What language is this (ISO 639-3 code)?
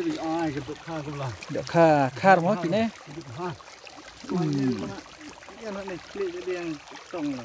kha